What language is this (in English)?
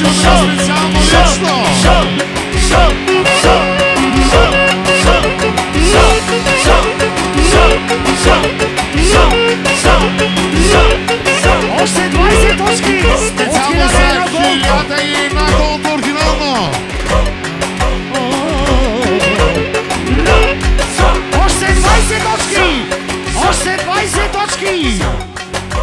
Bulgarian